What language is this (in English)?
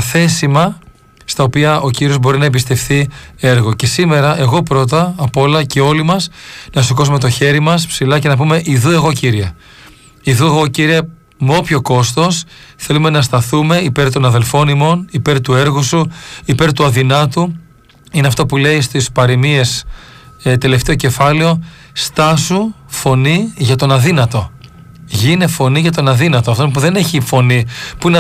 Greek